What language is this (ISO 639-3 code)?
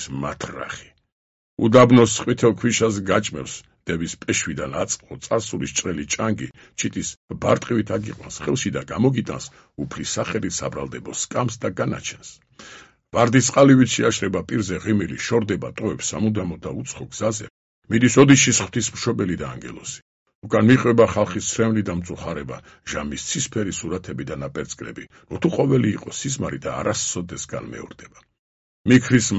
kat